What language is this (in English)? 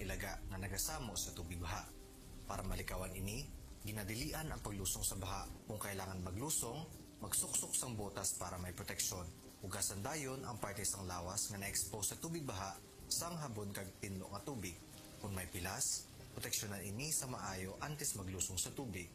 Hiligaynon